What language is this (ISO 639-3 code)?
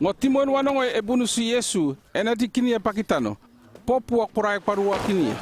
llp